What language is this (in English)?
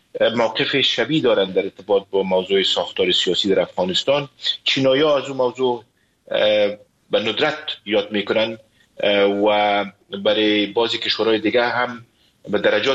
Persian